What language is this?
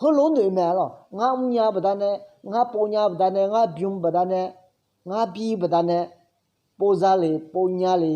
Akha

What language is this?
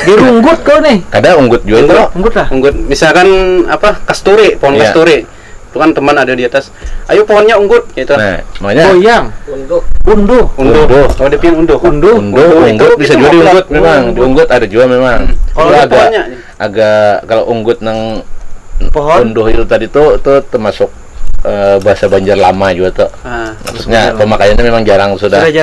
Banjar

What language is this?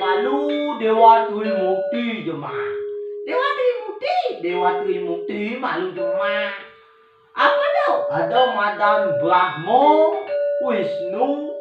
Balinese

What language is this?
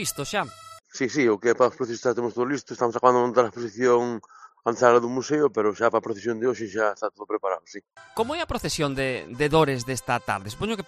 Galician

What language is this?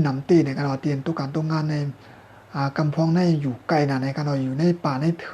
Shan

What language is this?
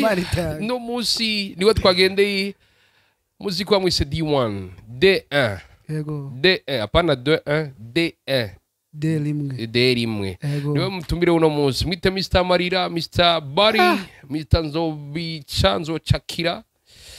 Rundi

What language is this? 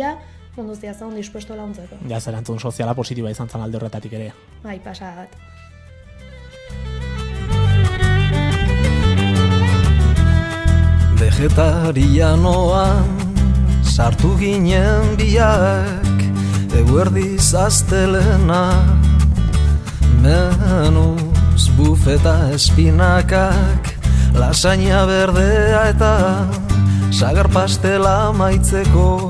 Basque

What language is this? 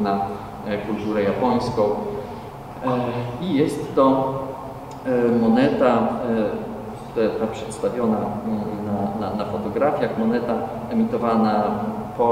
Polish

